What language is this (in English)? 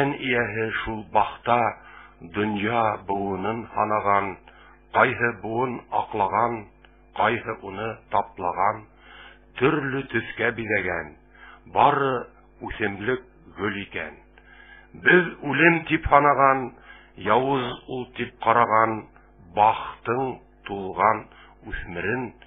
Bashkir